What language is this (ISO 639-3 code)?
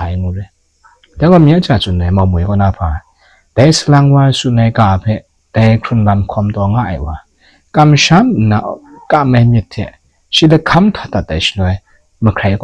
kac